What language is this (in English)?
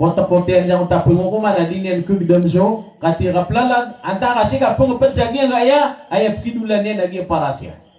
Maranao